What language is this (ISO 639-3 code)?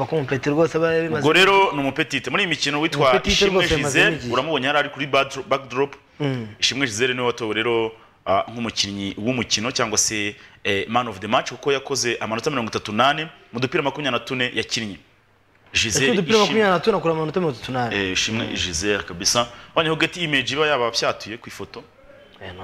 kin